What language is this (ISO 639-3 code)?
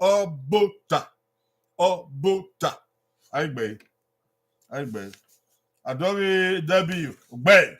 bin